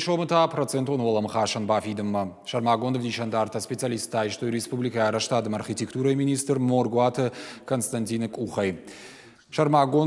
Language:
Ossetic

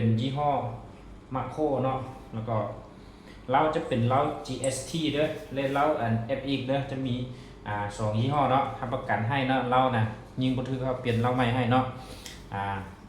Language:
Lao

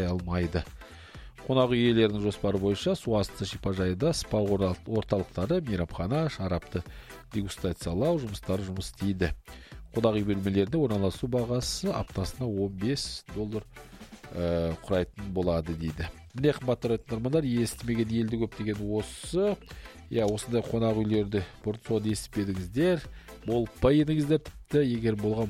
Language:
Kazakh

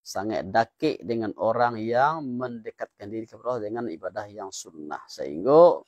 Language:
Minangkabau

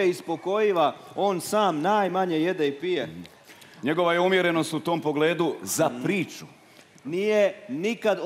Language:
Croatian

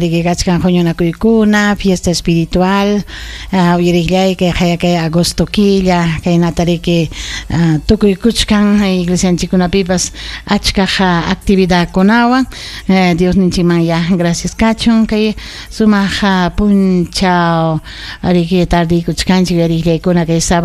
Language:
Ayacucho Quechua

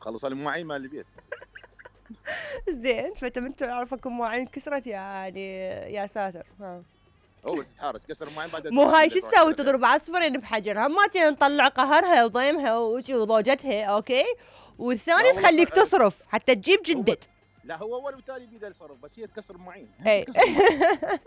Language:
Mesopotamian Arabic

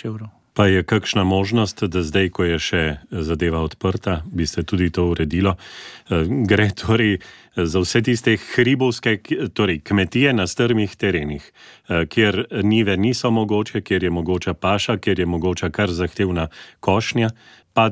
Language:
Slovenian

